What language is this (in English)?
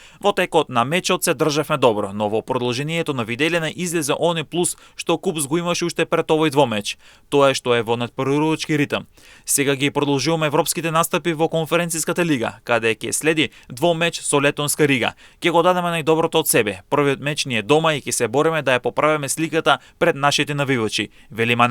Macedonian